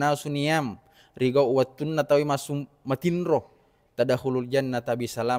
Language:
Buginese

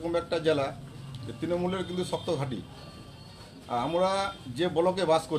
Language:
Bangla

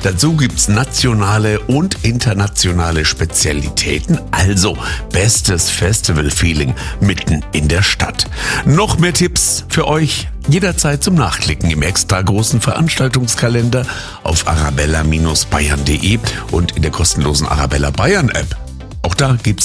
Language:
German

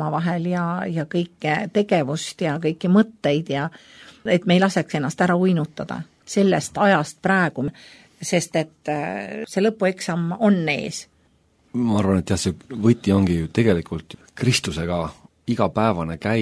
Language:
Estonian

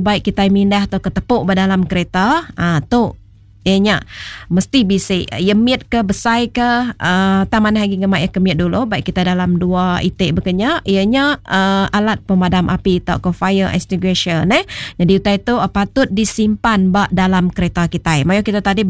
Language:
Iban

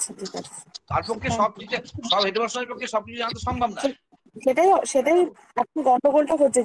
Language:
Bangla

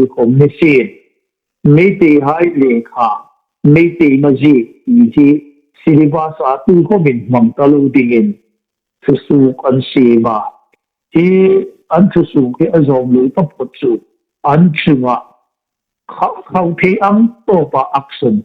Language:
Hmar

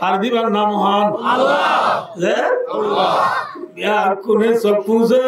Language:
Rohingya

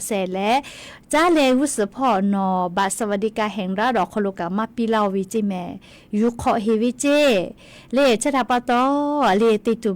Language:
Lahu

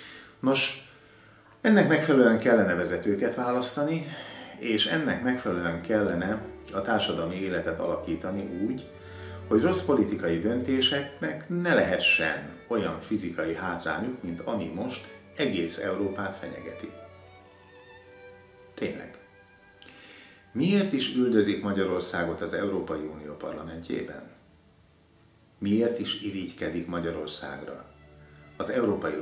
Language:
Hungarian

